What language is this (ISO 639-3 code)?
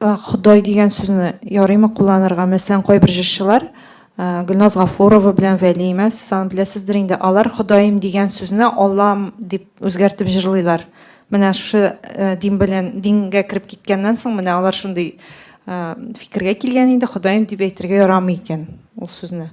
tat